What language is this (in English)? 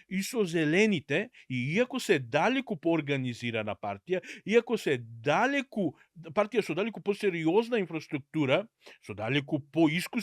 Macedonian